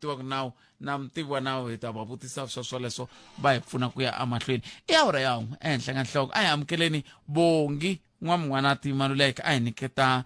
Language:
Tsonga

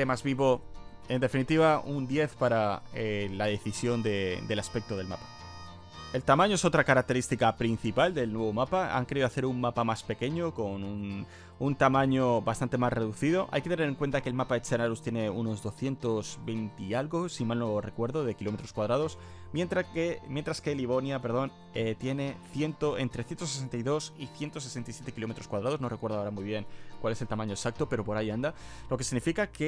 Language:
Spanish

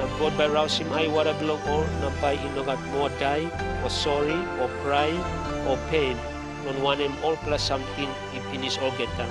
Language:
Tok Pisin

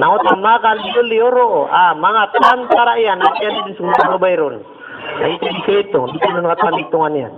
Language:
Maranao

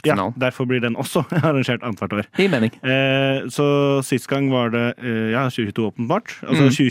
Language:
Norwegian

